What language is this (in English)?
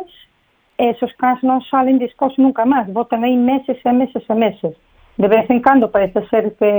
Galician